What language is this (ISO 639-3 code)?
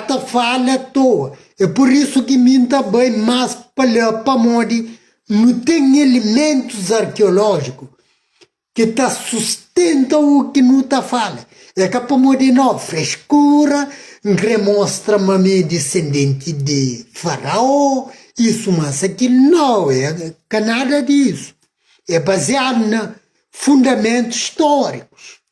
kea